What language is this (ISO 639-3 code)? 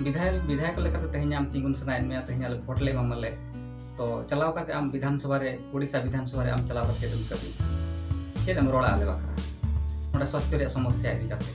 sat